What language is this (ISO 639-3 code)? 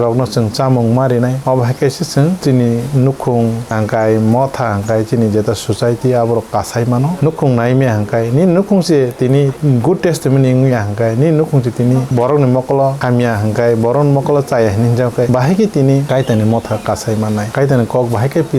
trp